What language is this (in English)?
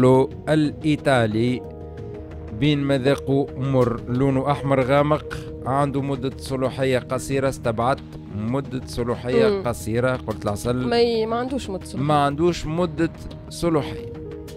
Tunisian Arabic